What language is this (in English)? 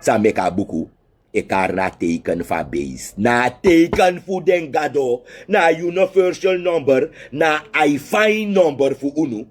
Sranan Tongo